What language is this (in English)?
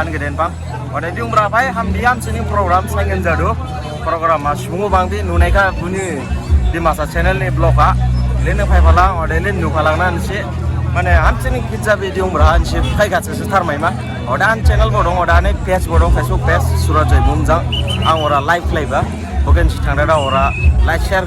Dimasa